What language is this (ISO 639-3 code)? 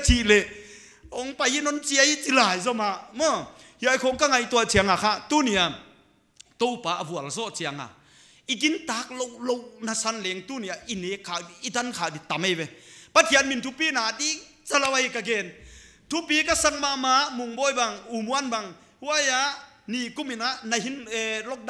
pck